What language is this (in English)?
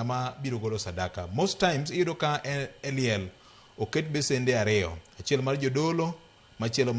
Luo (Kenya and Tanzania)